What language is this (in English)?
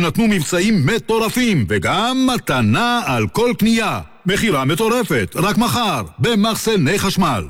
Hebrew